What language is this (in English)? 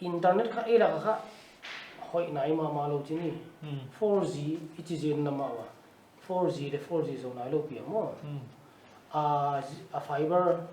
Paite Chin